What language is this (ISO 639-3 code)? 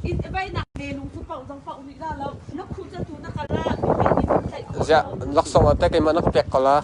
cnh